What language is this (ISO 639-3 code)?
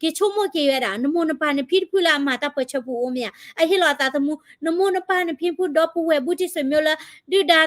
ksw